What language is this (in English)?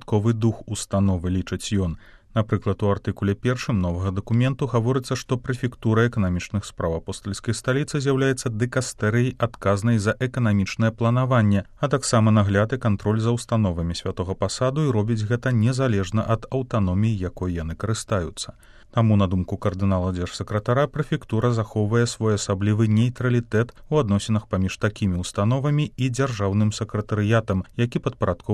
Belarusian